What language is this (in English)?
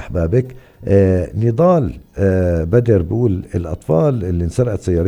North Levantine Arabic